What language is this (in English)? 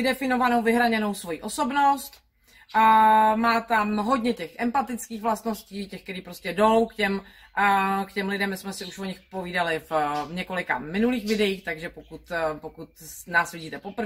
Czech